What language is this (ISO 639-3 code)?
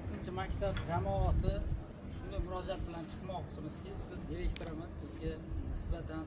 uzb